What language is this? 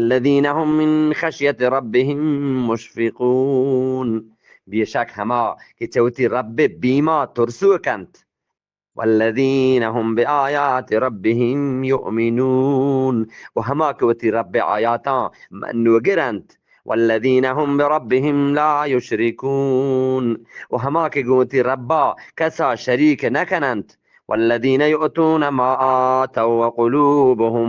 Eastern Balochi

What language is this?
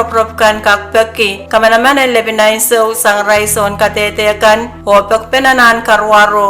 Pohnpeian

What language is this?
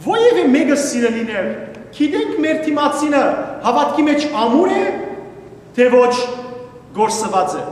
Western Armenian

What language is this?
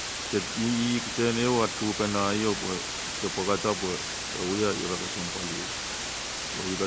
Pohnpeian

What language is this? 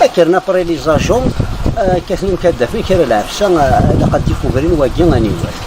Kabyle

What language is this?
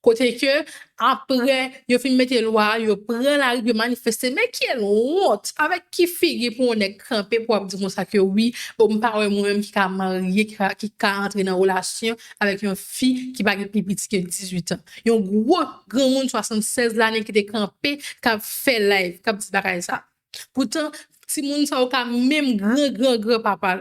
Haitian Creole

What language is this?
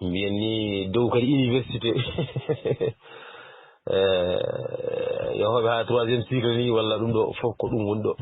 Fula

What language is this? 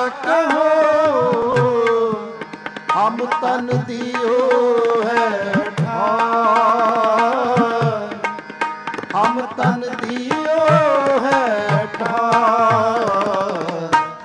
Punjabi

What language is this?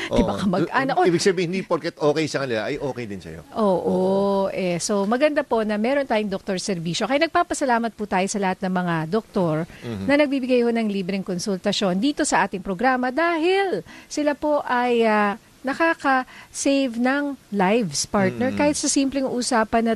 Filipino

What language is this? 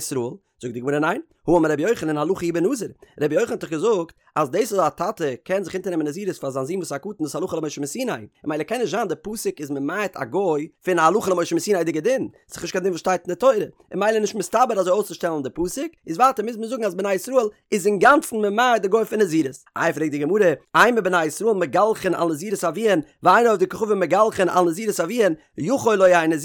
Yiddish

